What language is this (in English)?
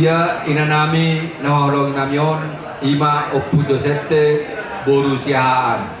Batak Toba